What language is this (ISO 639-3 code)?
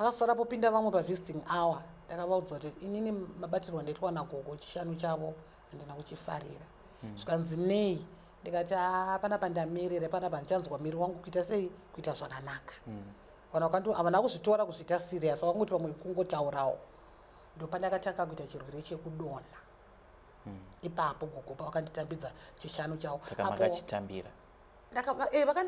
sna